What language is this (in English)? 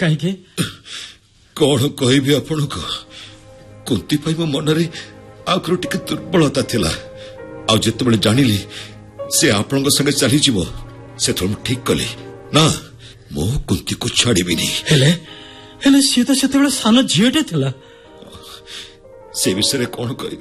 Odia